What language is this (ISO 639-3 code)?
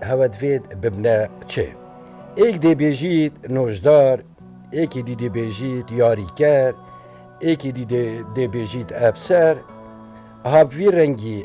kur